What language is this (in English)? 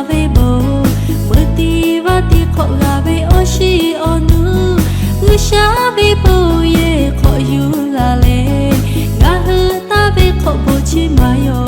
Lahu